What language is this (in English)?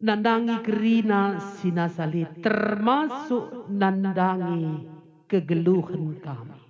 Batak Karo